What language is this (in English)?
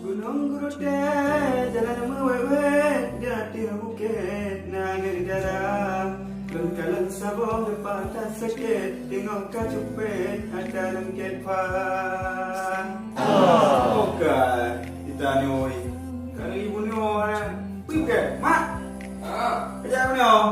Achinese